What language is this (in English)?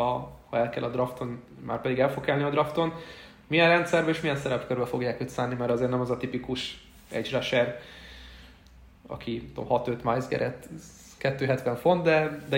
Hungarian